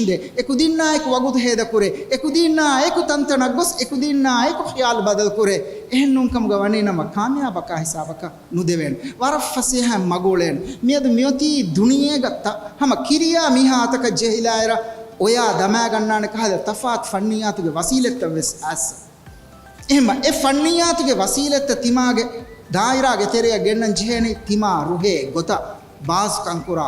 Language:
Divehi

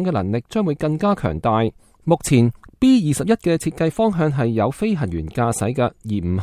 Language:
Cantonese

